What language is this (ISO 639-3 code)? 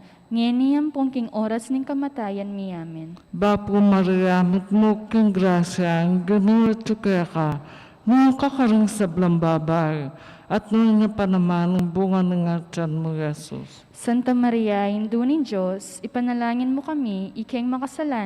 pam